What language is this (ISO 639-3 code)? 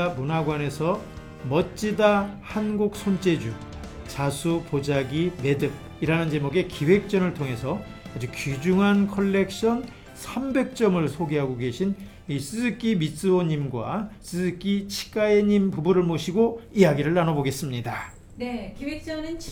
kor